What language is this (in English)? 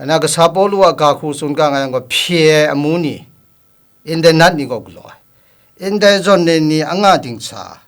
Kachin